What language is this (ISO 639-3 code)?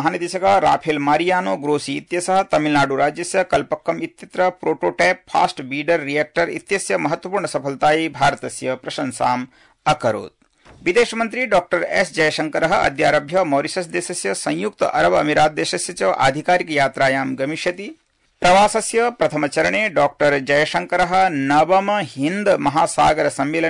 san